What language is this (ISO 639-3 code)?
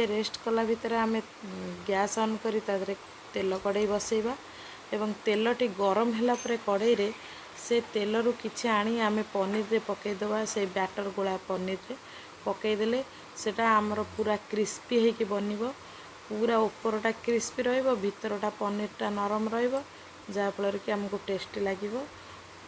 ori